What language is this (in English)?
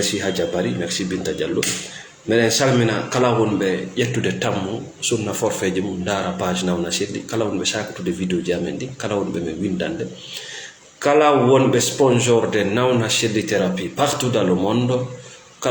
Fula